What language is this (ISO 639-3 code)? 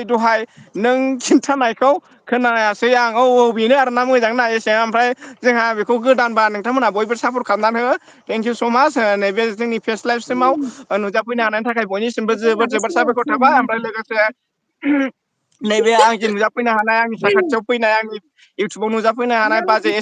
brx